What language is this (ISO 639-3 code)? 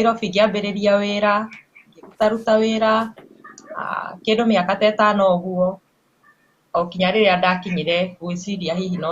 kik